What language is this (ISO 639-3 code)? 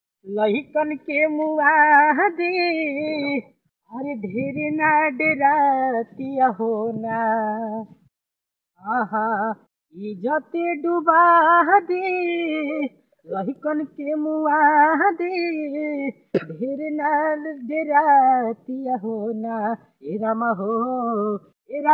bho